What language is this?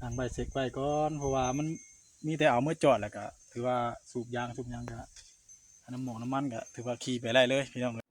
Northeastern Thai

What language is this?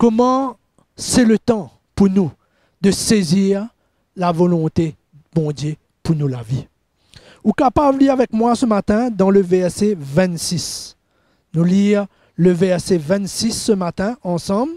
Morisyen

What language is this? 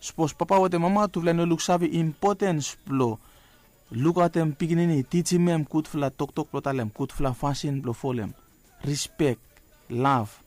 Bislama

